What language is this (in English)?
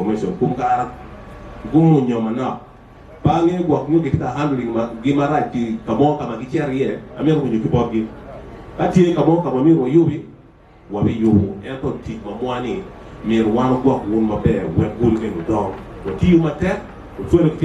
Acoli